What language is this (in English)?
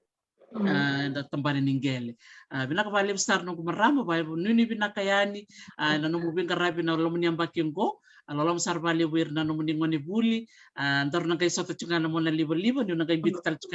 Fijian